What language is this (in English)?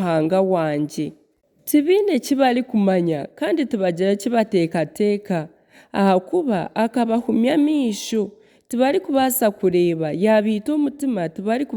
Nyankole